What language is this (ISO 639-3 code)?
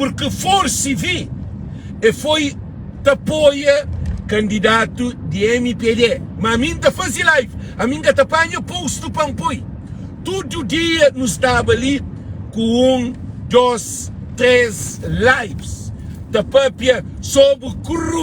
kea